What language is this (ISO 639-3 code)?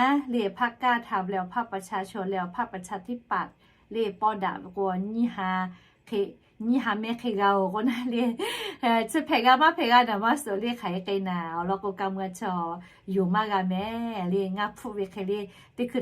lhu